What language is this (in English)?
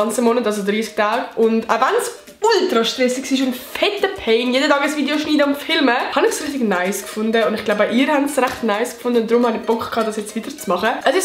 Swiss German